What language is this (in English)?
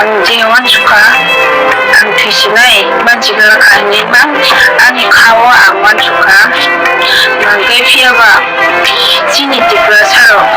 Kok Borok